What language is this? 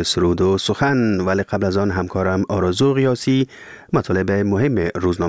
Persian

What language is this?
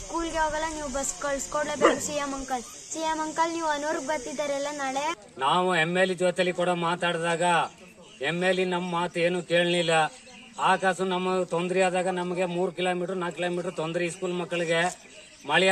Kannada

